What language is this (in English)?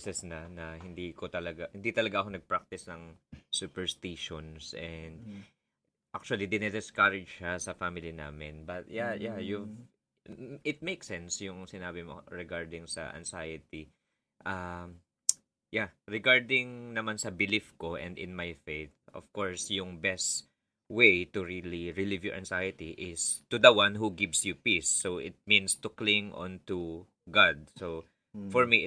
Filipino